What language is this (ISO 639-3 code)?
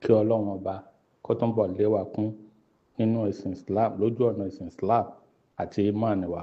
yor